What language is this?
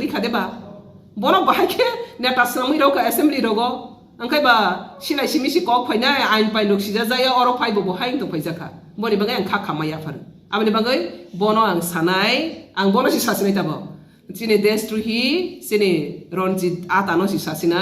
Kok Borok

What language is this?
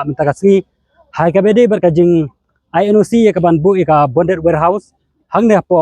Khasi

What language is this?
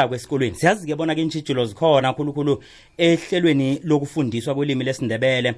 South Ndebele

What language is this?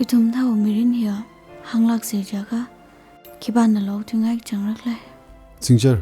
Tangkhul Naga (India)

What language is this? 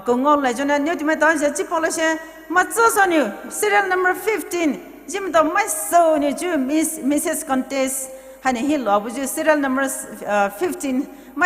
Poumei Naga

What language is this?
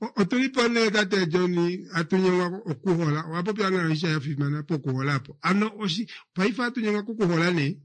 Kuanyama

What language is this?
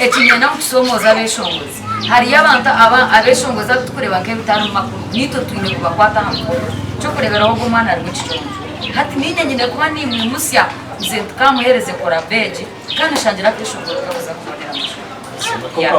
Nyankole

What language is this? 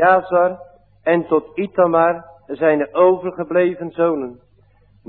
Dutch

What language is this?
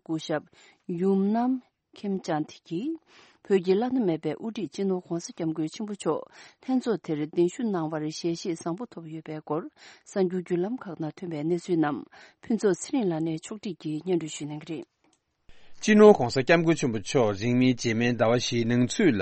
Tibetan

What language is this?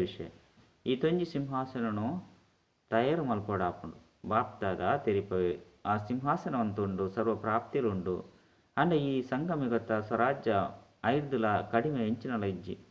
Tulu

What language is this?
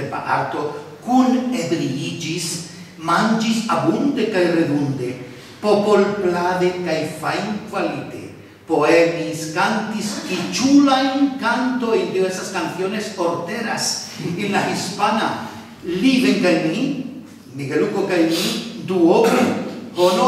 Esperanto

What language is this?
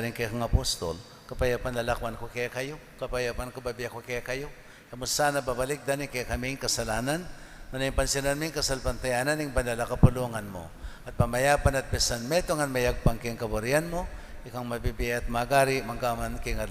Pampanga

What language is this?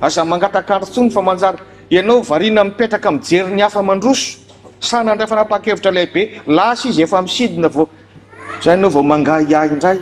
Malagasy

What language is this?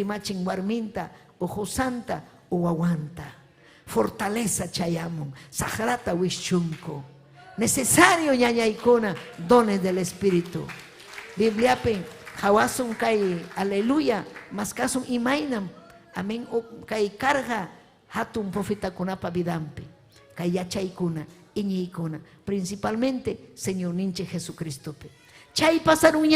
Ayacucho Quechua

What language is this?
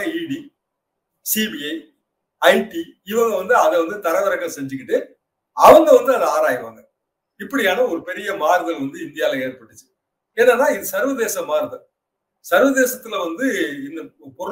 Tamil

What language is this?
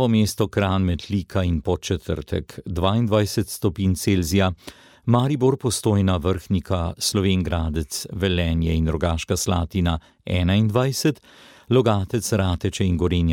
Slovenian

